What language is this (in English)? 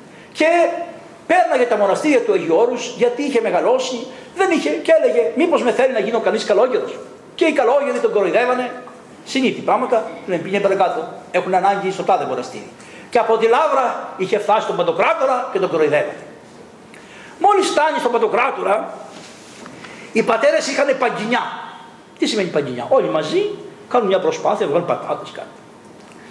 Greek